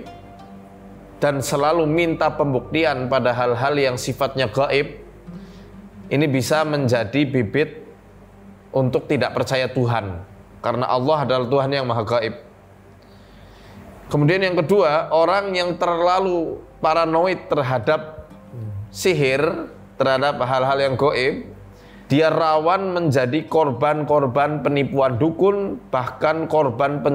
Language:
Indonesian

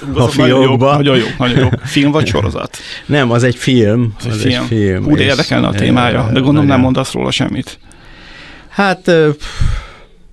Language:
Hungarian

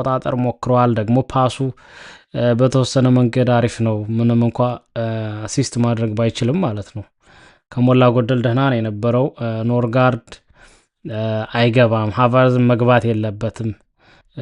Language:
Amharic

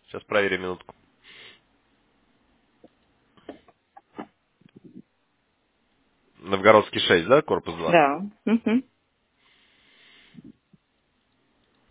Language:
Russian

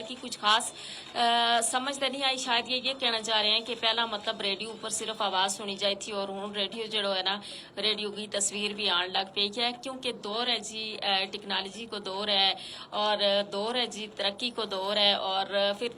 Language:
Gujari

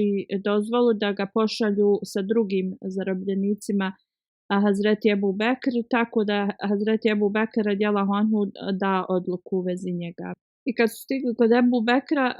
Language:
Bosnian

